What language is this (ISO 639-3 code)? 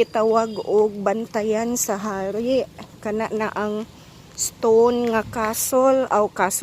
ceb